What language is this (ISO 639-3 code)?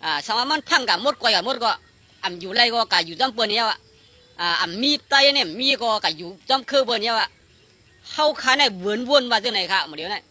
shn